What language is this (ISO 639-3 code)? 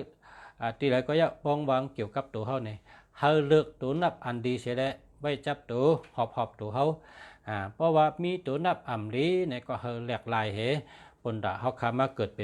shn